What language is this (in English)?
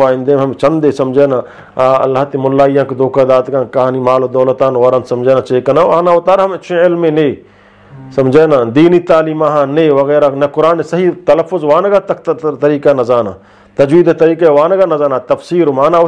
Eastern Balochi